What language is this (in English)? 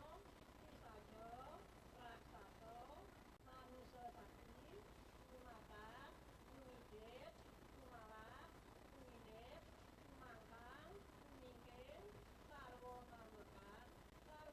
Balinese